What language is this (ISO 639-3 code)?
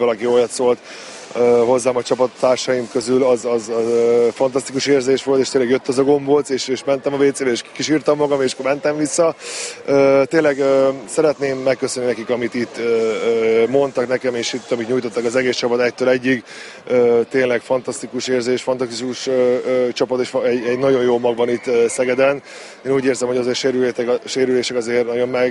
hun